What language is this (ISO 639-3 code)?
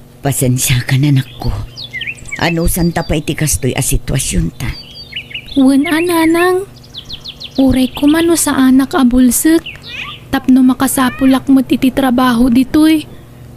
ilo